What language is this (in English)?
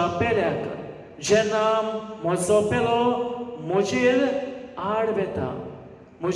Konkani